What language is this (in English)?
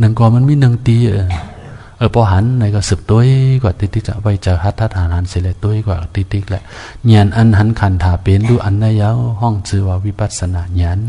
Shan